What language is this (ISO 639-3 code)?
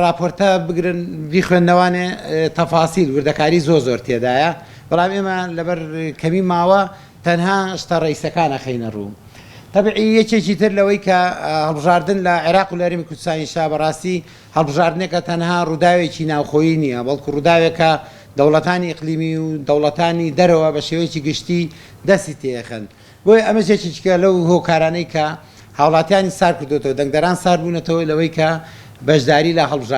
ckb